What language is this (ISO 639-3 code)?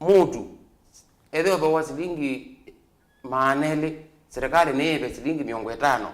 kam